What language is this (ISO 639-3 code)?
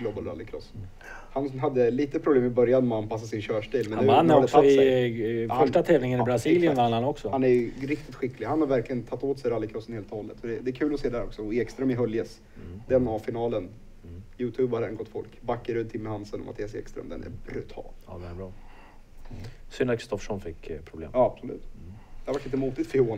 swe